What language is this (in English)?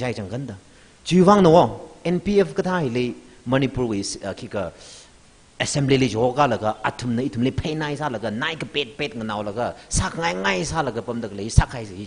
Tangkhul Naga (India)